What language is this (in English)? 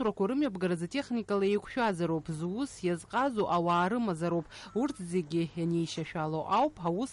Abkhazian